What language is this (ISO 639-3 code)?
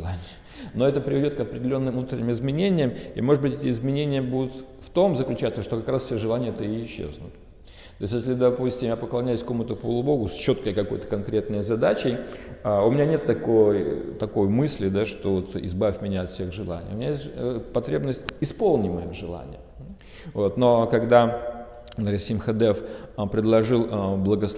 rus